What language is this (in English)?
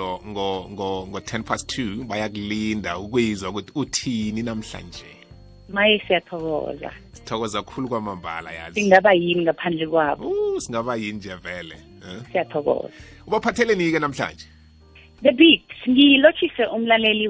South Ndebele